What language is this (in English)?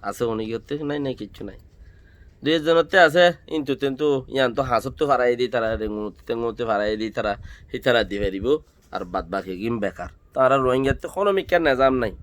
Rohingya